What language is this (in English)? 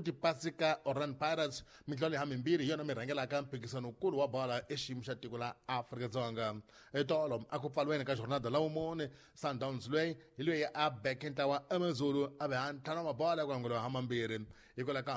Tsonga